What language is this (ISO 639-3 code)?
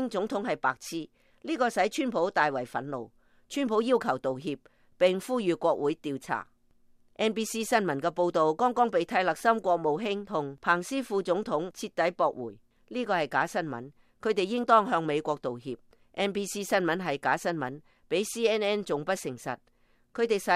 yue